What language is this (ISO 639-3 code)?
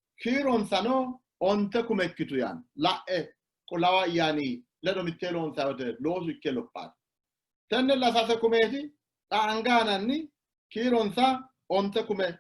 sid